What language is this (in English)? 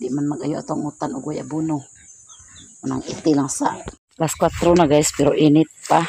Cebuano